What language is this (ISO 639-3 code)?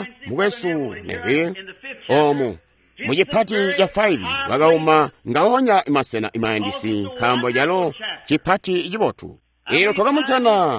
toi